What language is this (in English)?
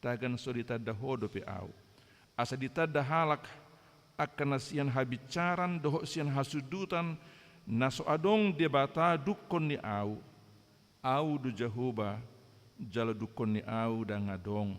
Batak Toba